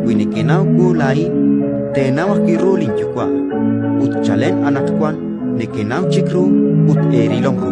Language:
Kekchí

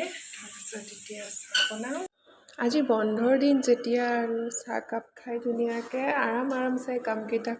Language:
Assamese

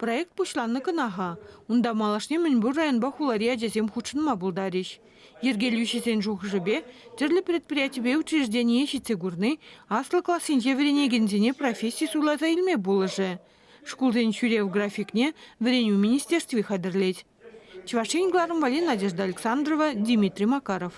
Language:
Chuvash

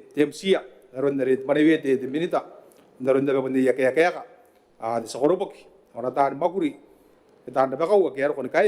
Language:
Gilbertese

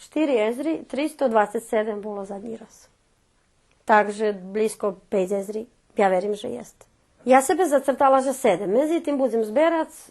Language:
Rusyn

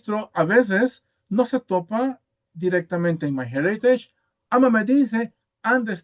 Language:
Ladino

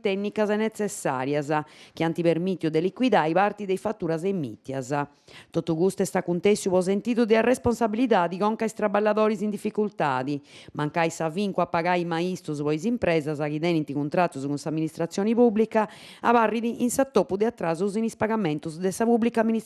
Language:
Sardinian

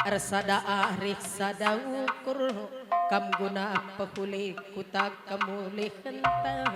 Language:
Batak Karo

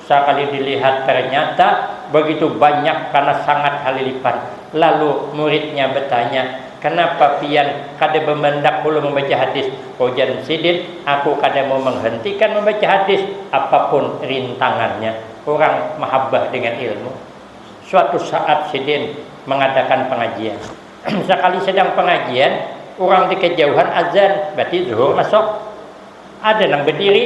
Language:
Banjar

